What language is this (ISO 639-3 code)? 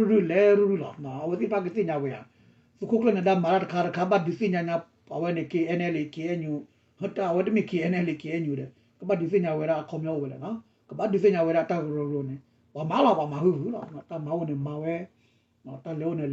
ksw